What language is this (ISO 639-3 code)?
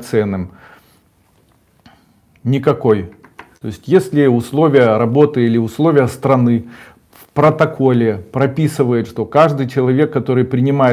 rus